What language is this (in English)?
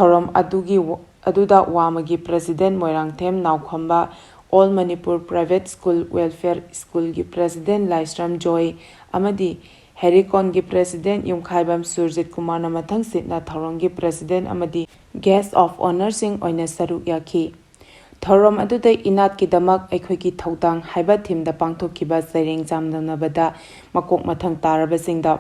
Manipuri